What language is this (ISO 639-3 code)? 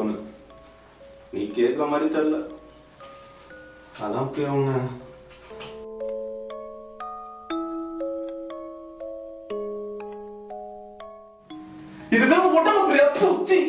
tam